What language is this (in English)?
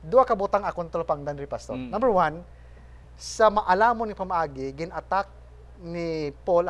Hiligaynon